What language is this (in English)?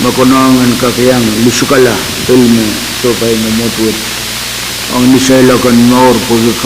Pohnpeian